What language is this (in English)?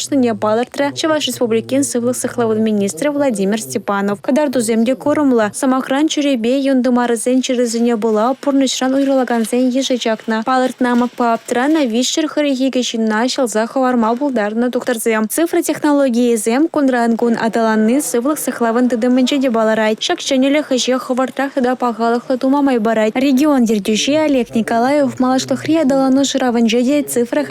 Chuvash